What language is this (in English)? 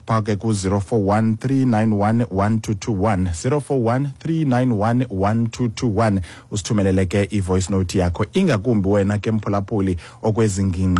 Xhosa